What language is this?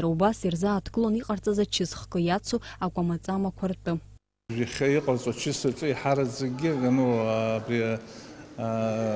Abkhazian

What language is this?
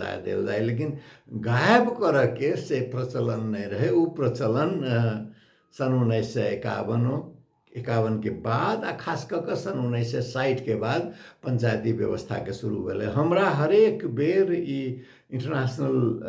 Maithili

